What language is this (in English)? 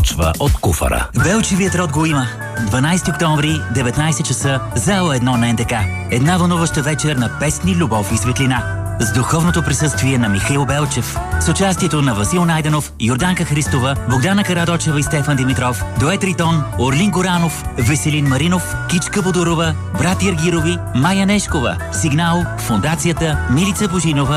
Bulgarian